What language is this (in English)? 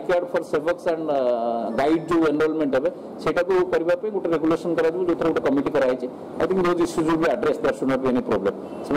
Odia